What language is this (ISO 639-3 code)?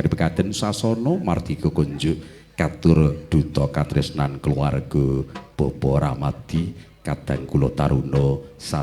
jav